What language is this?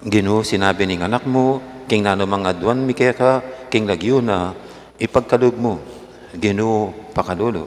Pampanga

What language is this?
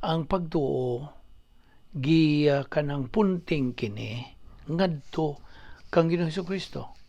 Cebuano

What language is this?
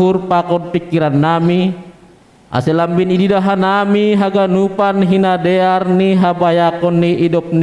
Batak Simalungun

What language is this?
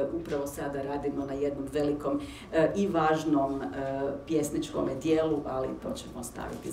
Croatian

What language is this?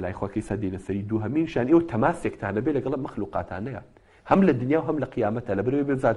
Central Kurdish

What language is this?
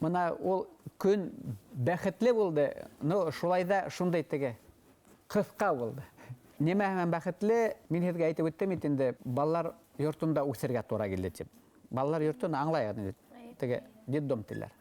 Bashkir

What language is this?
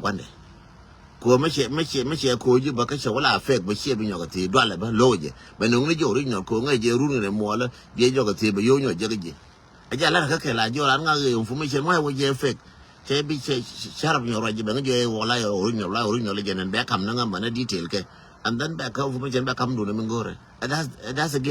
Nuer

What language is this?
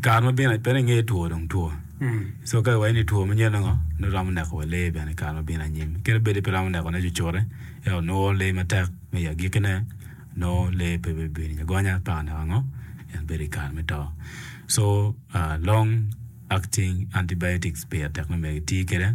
Acoli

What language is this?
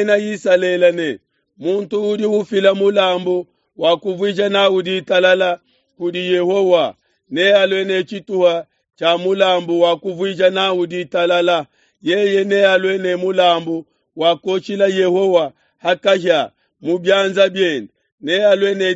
Luba-Lulua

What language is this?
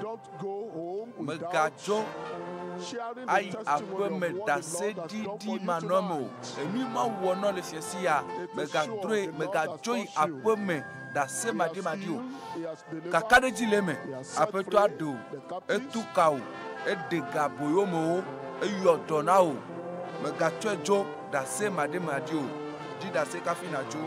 Ewe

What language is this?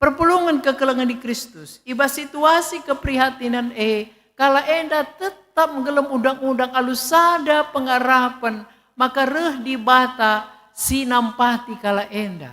Batak Karo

